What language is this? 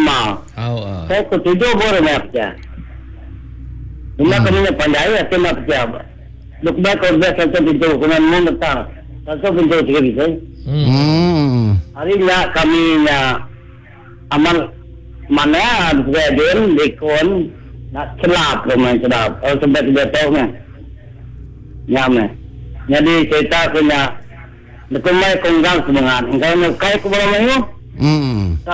Iban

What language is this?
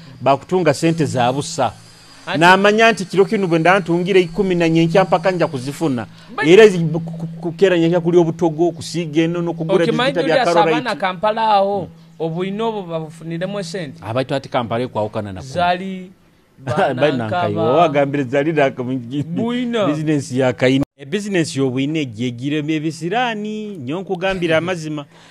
Nyoro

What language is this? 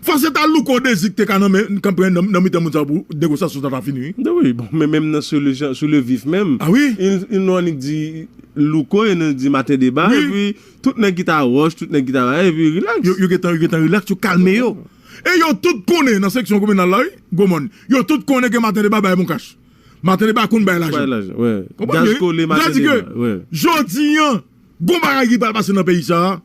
Haitian Creole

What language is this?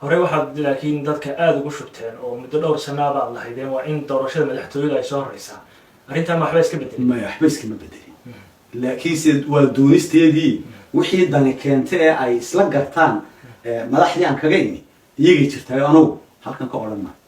Somali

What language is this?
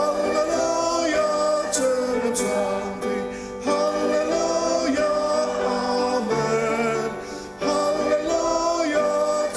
Ao Naga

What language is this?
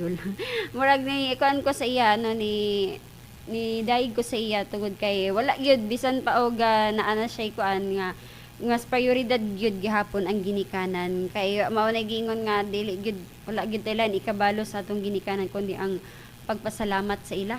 Cebuano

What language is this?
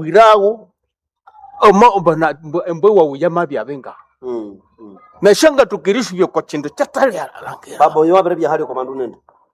Nande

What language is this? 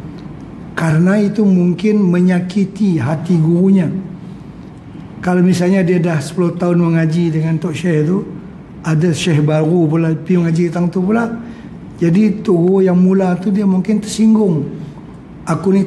Malay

